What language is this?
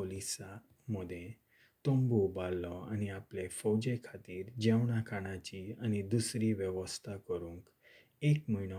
Konkani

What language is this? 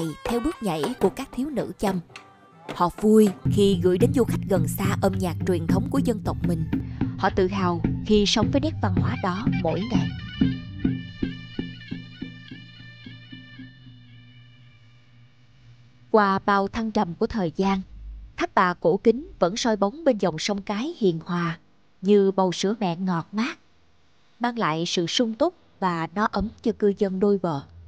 Vietnamese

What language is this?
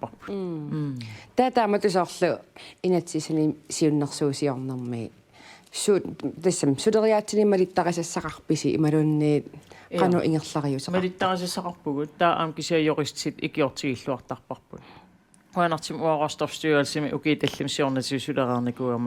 Kalaallisut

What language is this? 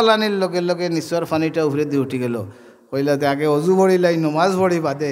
Sylheti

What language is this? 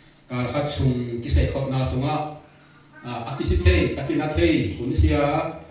Tedim Chin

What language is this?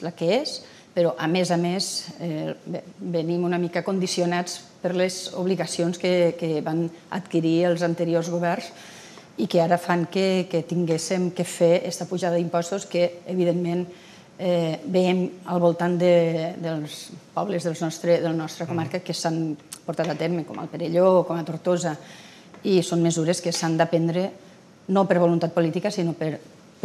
Catalan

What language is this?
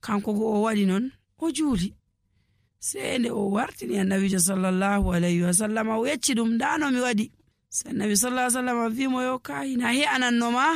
Nigerian Fulfulde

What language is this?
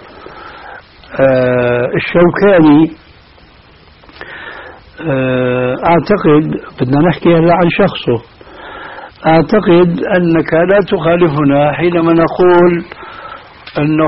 Arabic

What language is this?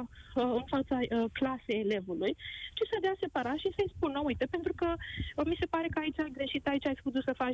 Romanian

